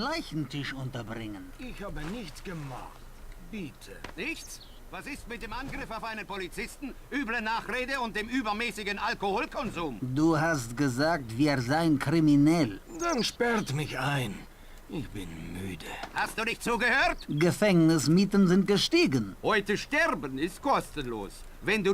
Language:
Bavarian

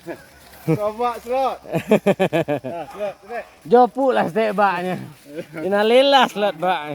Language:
Minangkabau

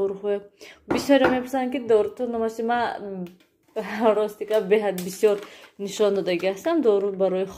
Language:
Tajik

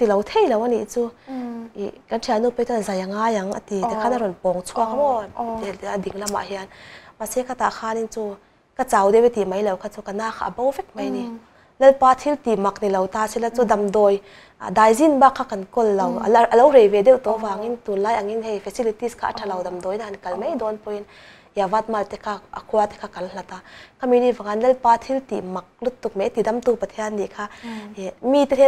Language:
Mizo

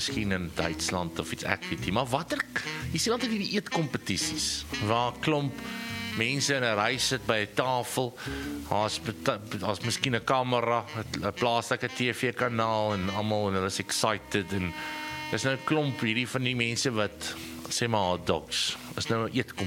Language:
Afrikaans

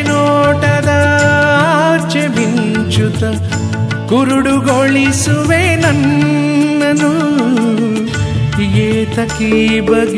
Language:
Kannada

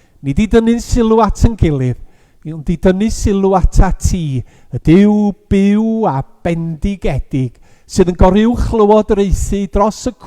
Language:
Welsh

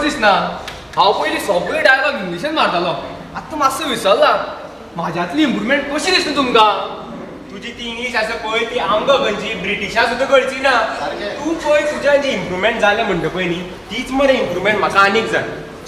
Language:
Konkani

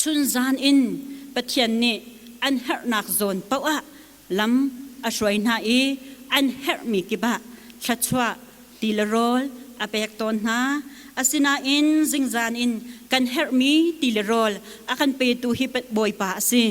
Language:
Hakha Chin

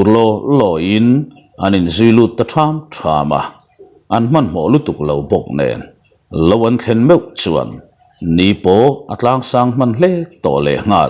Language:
Mizo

